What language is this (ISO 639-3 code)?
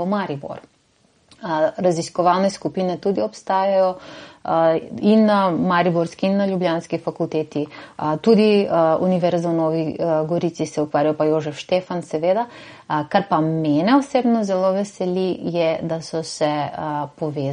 slv